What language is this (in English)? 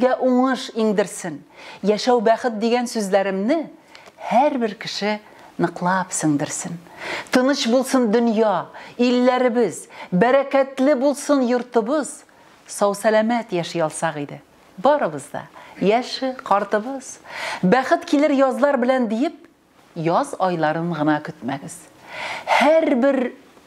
Tatar